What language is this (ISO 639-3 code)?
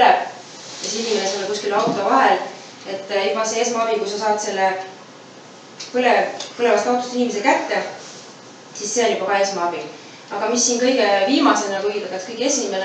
est